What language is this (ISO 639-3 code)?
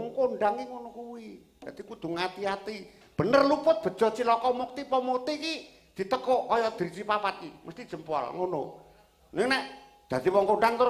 jav